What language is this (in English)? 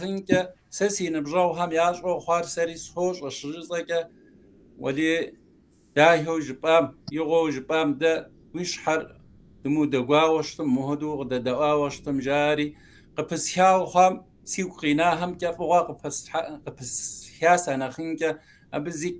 Kabardian